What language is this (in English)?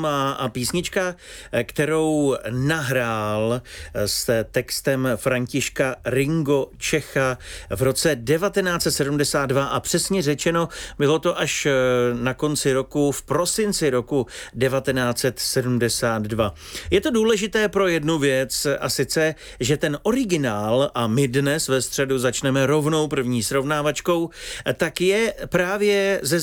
Czech